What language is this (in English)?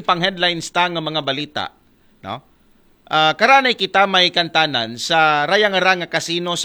Aklanon